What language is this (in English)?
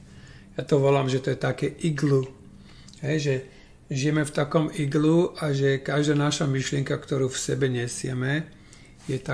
Slovak